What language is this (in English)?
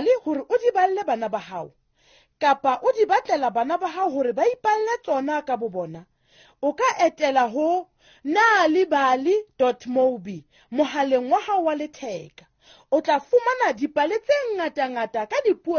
Southern Sotho